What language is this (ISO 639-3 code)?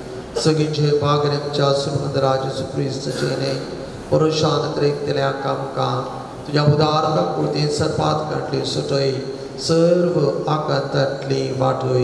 kok